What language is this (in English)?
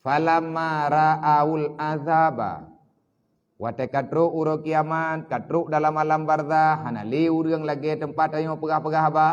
Achinese